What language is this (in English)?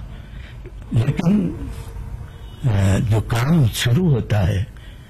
Urdu